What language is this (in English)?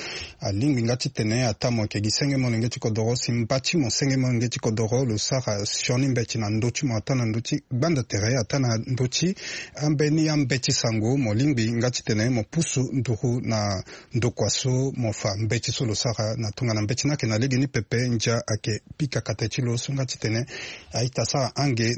Sango